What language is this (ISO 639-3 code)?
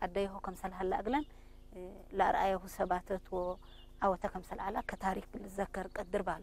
tig